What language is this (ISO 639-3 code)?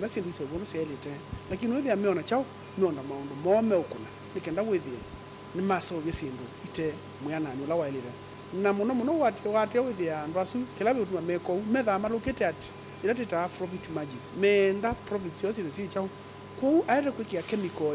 kam